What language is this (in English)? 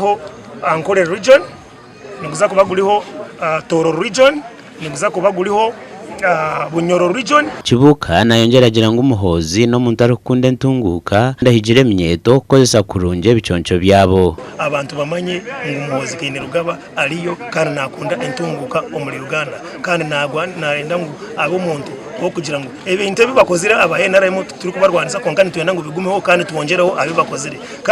Nyankole